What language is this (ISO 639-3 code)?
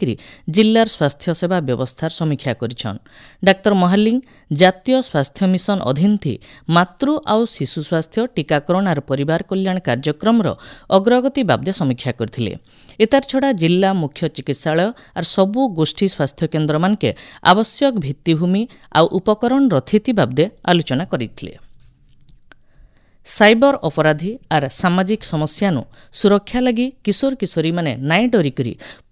ori